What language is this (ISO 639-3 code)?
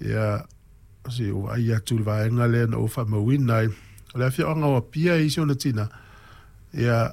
smo